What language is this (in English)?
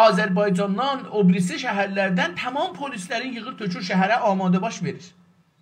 South Azerbaijani